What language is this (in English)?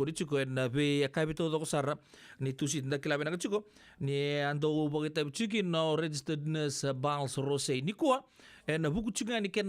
Fijian